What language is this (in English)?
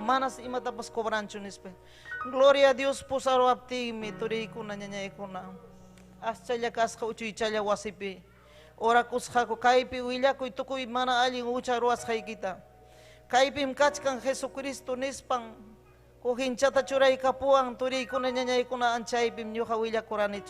Ayacucho Quechua